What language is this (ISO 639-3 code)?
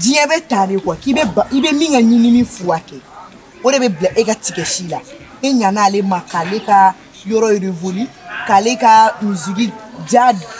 bam